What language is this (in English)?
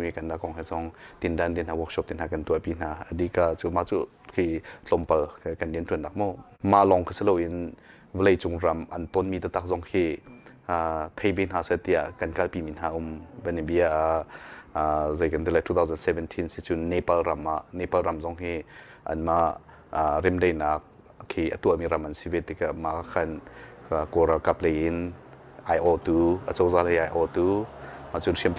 Hakha Chin